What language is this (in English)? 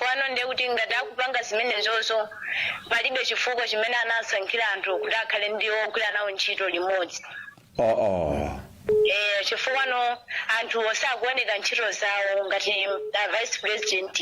Nyanja